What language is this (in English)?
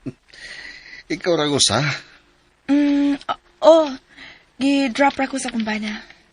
Cebuano